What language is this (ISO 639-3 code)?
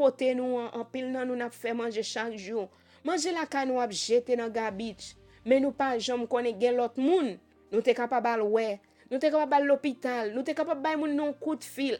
hat